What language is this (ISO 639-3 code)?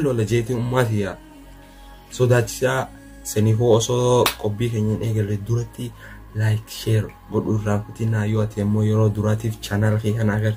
orm